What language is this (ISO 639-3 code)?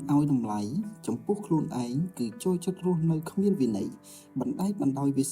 khm